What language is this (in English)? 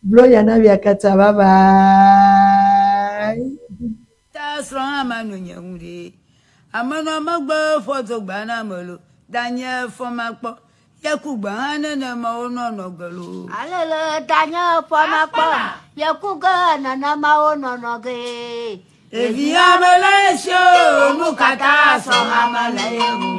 Ewe